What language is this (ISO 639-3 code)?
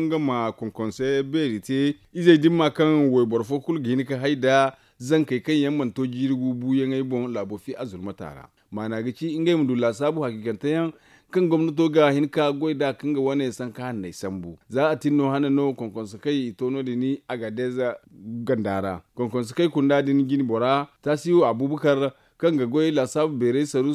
dje